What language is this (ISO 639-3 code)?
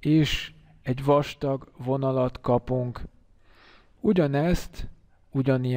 hun